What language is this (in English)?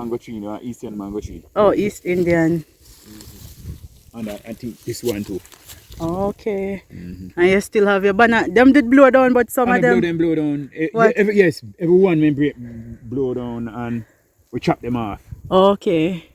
Jamaican Creole English